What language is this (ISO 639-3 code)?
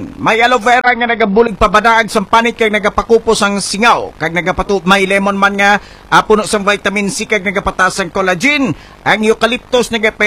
hil